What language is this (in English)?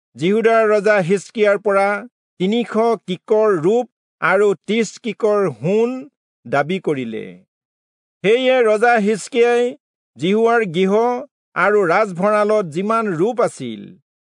Assamese